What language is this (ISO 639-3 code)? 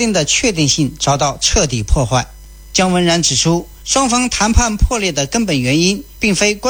zho